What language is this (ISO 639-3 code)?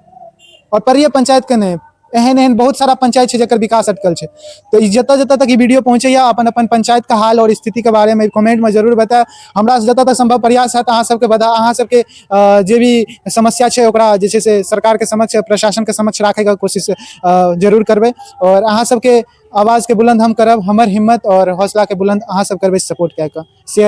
mai